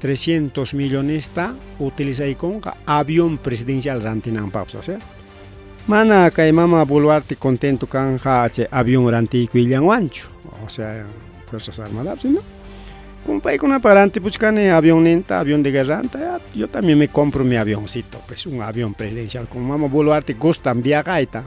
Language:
Ayacucho Quechua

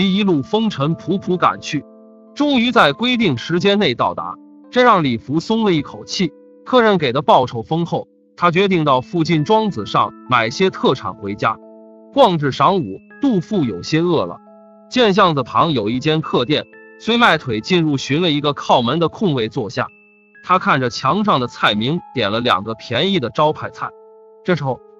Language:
Chinese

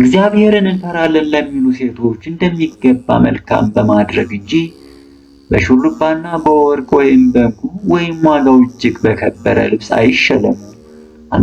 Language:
Amharic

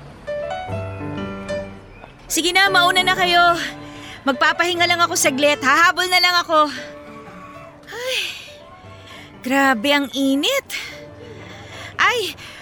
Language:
Filipino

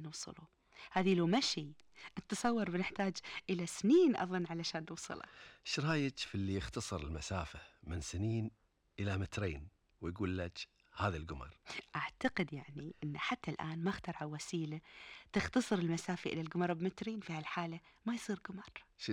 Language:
Gulf Arabic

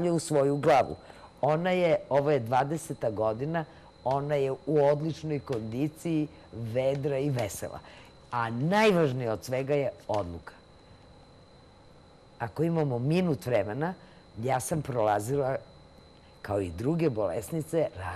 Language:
Serbian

